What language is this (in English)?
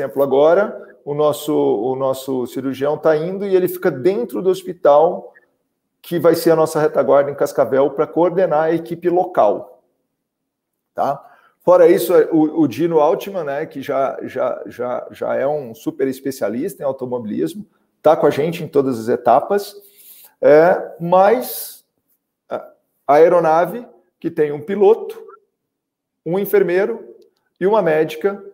Portuguese